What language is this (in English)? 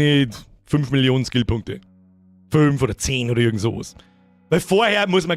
Bavarian